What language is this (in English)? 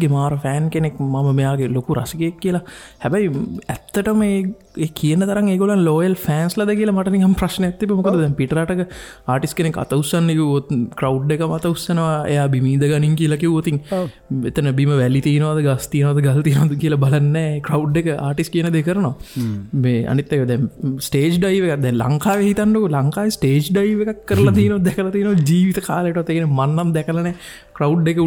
Sinhala